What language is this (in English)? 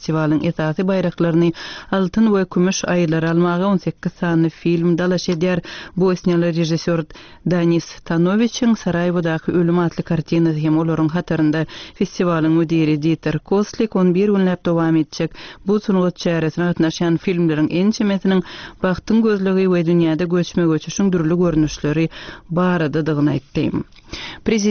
Turkmen